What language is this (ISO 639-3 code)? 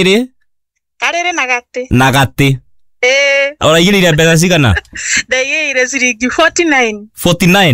kik